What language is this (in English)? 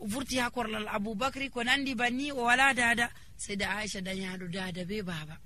Nigerian Fulfulde